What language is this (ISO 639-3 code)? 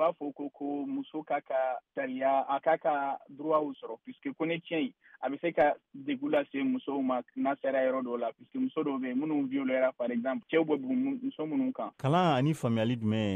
bam